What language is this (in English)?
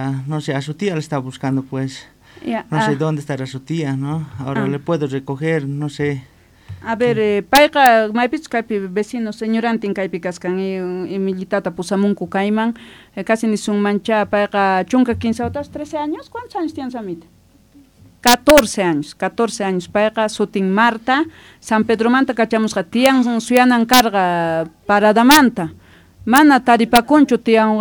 Quechua